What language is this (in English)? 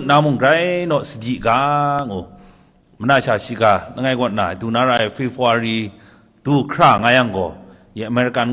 Kachin